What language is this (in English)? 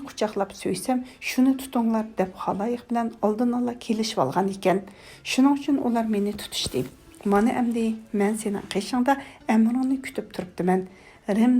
Uyghur